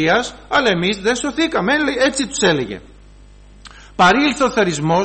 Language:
Greek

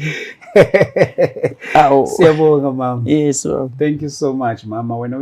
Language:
Zulu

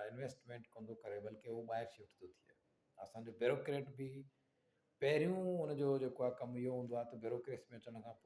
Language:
Sindhi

